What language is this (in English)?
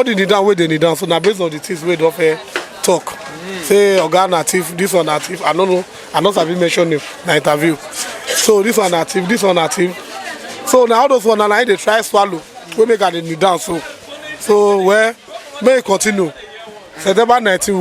Nigerian Pidgin